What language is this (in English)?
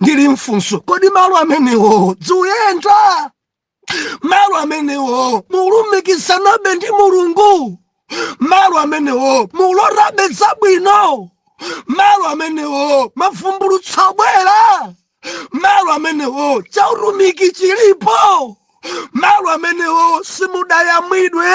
Nyanja